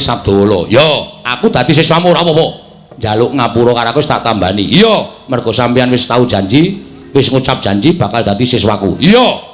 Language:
Javanese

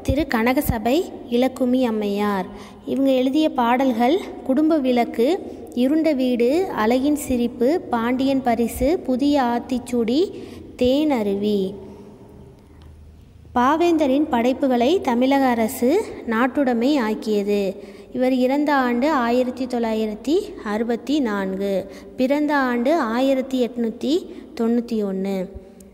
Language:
Tamil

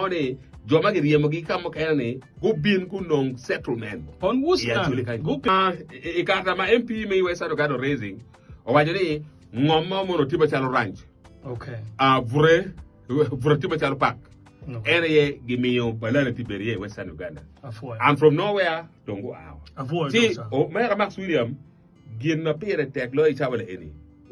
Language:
Acoli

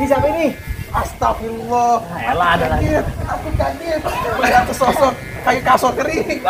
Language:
Betawi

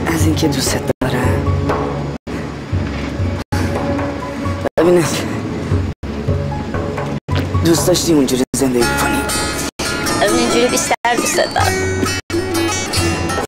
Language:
Persian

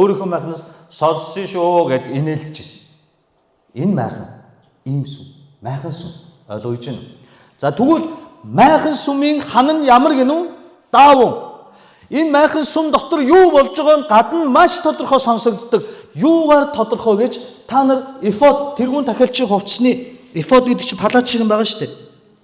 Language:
Mongolian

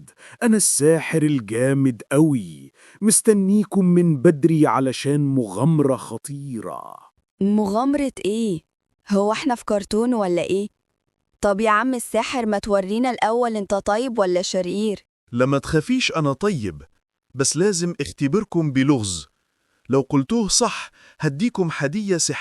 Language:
Egyptian Arabic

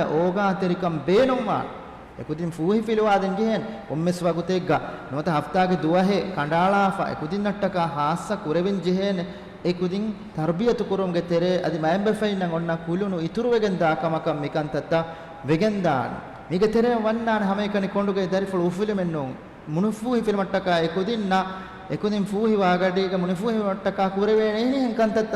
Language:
Divehi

